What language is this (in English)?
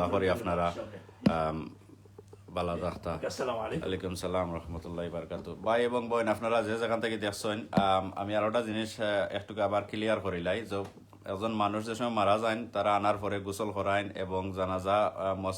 Sylheti